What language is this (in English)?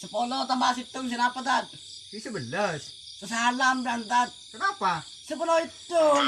Madurese